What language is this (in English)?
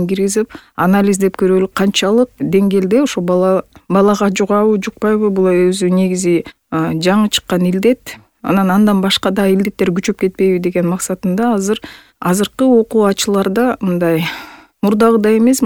Kyrgyz